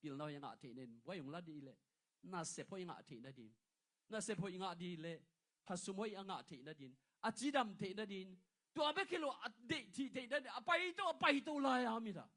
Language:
Tedim Chin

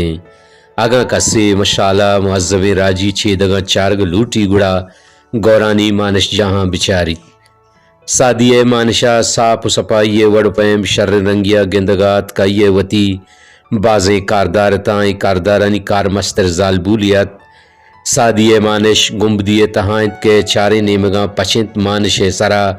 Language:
Baluchi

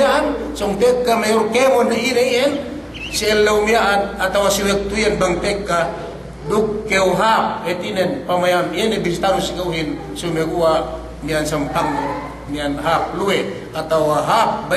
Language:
Yakan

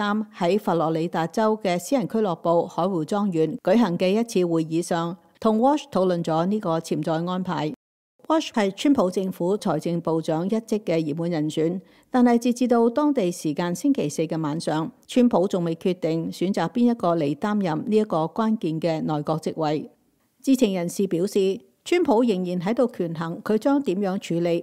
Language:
Cantonese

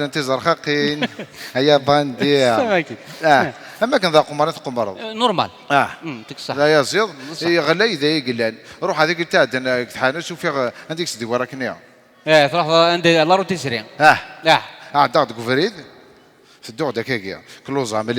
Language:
Kabyle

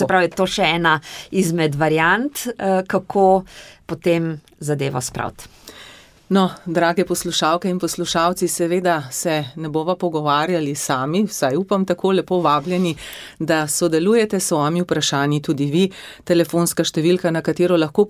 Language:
Slovenian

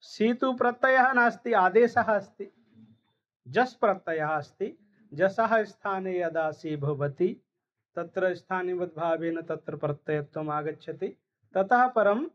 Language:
Sanskrit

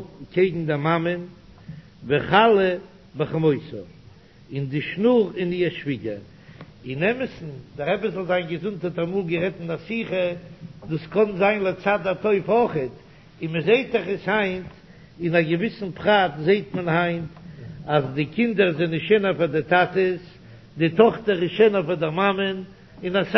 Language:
Yiddish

